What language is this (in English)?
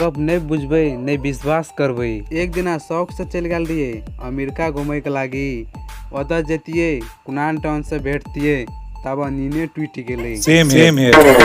Maithili